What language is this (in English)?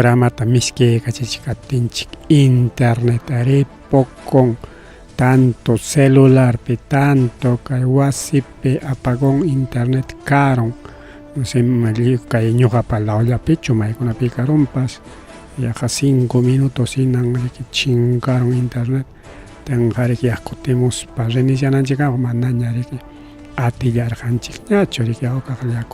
Ayacucho Quechua